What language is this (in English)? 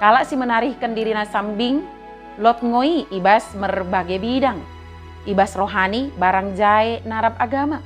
Batak Dairi